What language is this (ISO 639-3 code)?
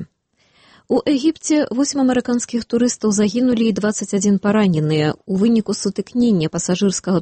bel